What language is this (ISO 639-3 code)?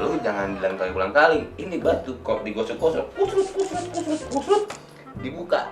bew